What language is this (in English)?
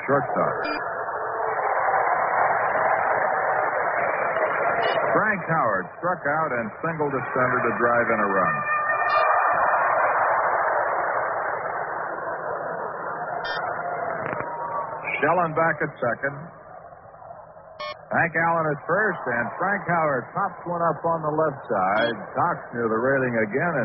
English